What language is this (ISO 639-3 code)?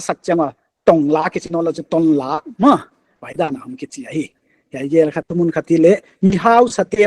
pck